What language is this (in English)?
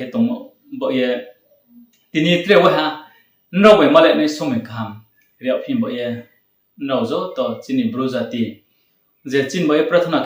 Riang (India)